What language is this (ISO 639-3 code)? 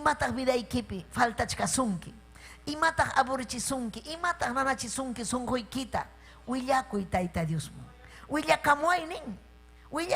quy